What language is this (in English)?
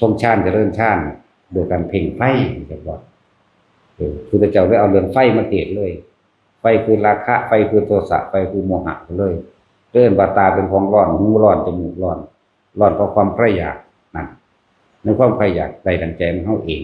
Northeastern Thai